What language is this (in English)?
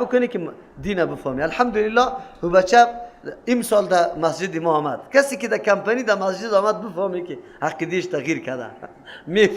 Persian